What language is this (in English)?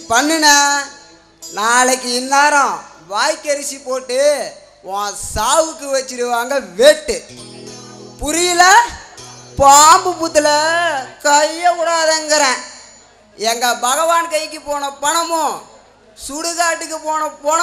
Tamil